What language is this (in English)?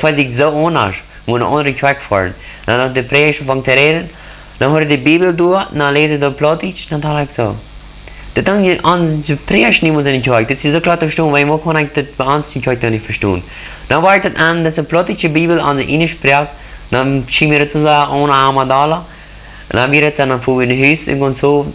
Plautdietsch